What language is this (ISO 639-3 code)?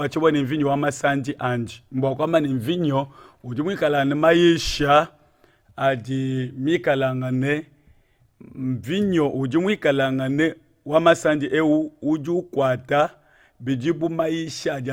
lua